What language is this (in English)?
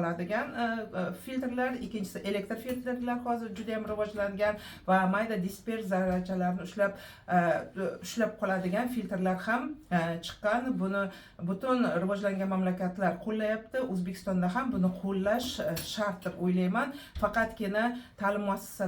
Uzbek